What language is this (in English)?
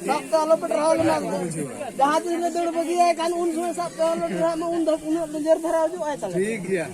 Santali